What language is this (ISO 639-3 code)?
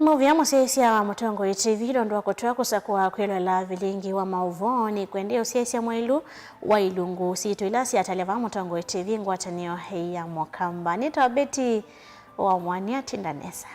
kam